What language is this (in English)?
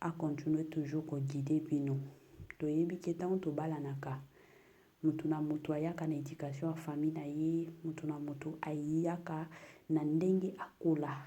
Lingala